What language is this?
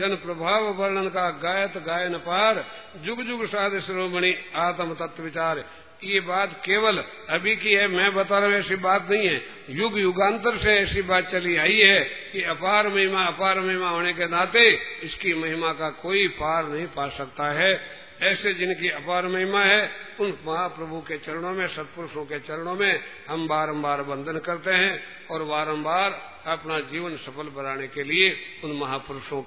Hindi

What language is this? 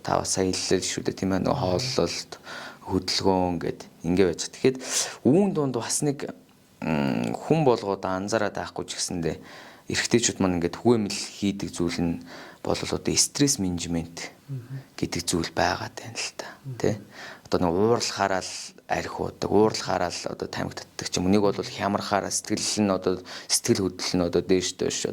Mongolian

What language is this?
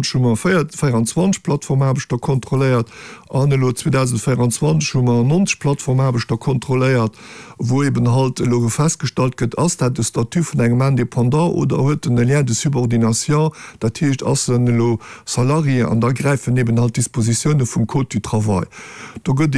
Luxembourgish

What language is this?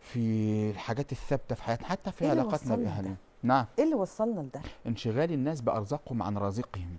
Egyptian Arabic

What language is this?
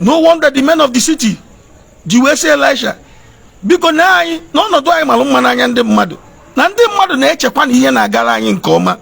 Igbo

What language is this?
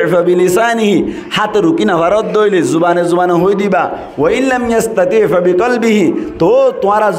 Rohingya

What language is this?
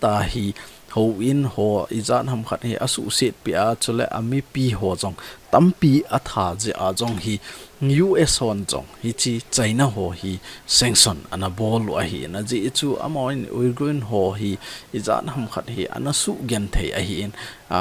Thado Chin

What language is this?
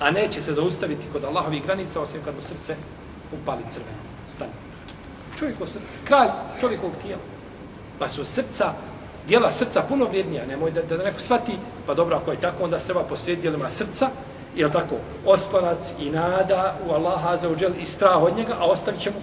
Bosnian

